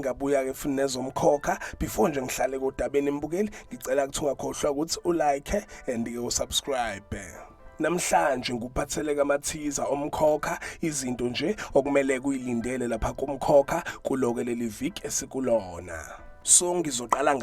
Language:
Zulu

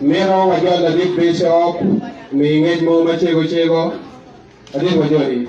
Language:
Acoli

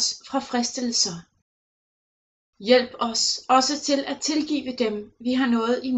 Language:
Danish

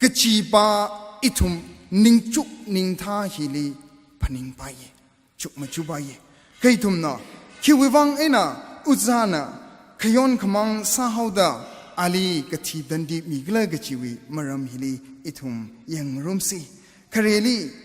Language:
Tangkhul Naga (India)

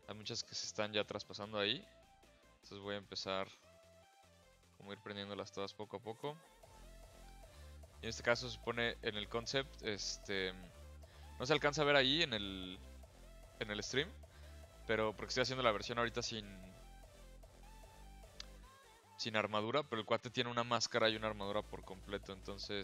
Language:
Spanish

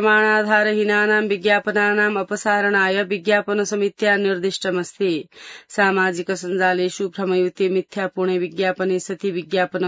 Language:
Sanskrit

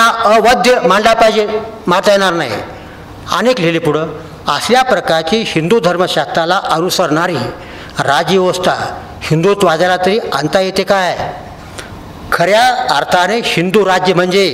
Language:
Marathi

